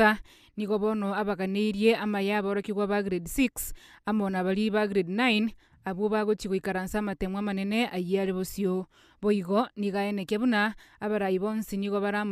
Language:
Gusii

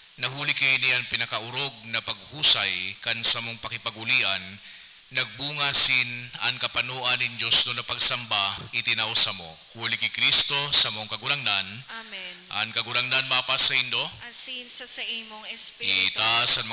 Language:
Bikol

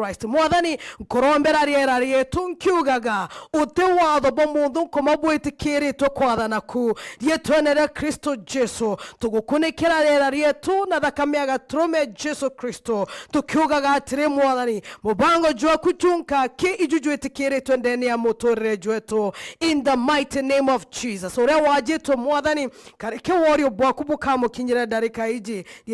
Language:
Meru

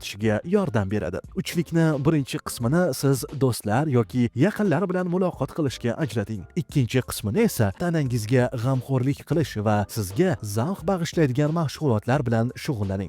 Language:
Uzbek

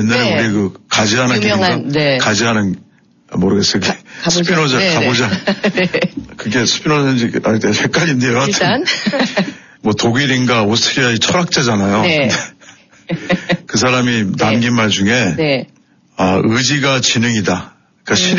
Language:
Korean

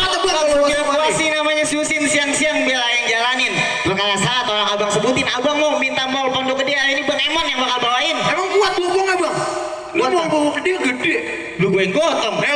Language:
Betawi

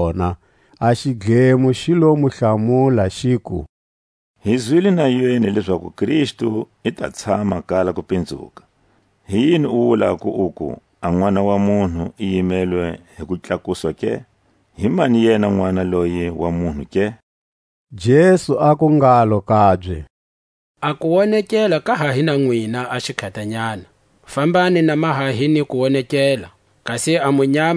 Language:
Tswa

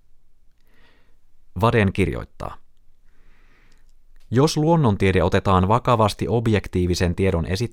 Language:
Finnish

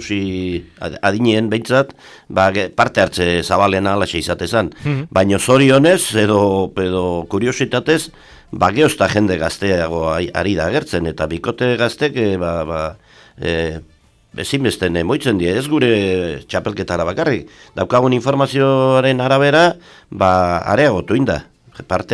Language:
Basque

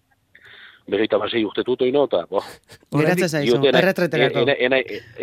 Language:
Basque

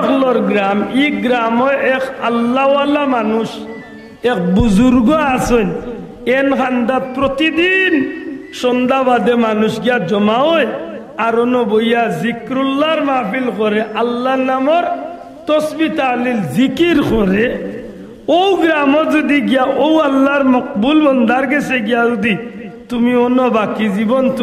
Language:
Sylheti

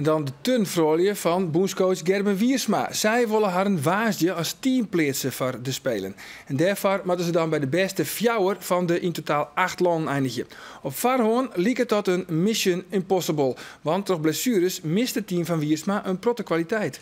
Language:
Western Frisian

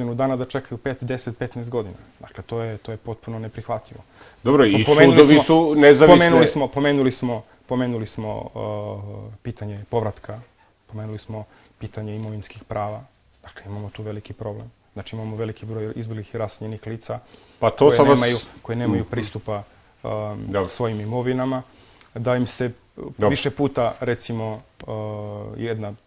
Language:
Serbian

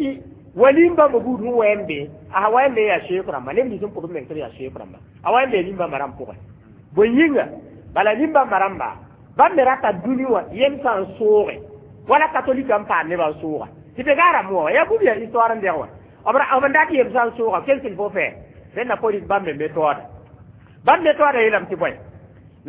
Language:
Mossi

